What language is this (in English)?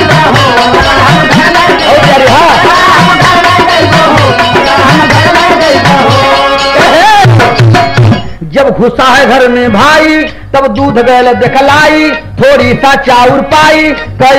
Bhojpuri